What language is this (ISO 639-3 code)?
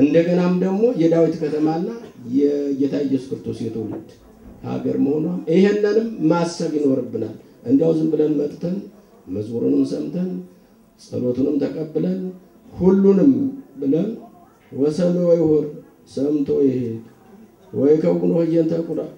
amh